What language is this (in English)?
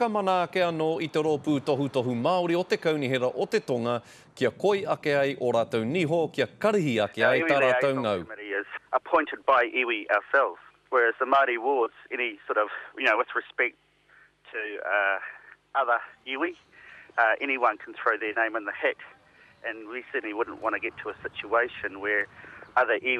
Māori